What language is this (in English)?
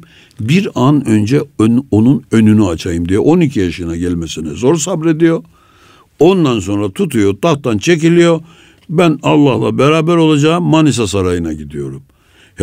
Turkish